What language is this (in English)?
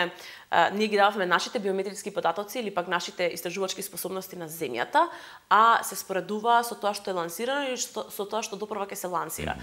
Macedonian